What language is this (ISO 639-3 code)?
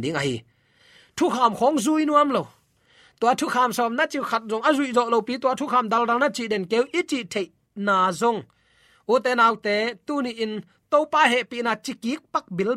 ctd